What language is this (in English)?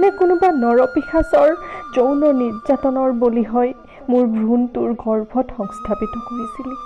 Assamese